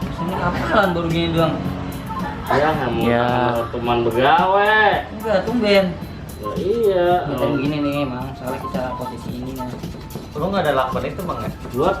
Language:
Betawi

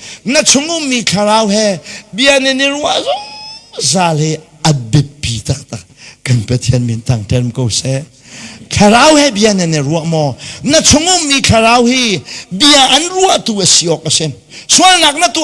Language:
Hakha Chin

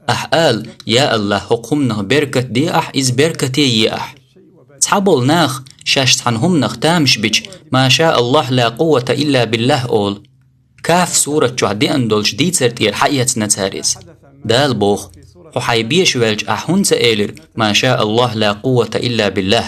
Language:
Chechen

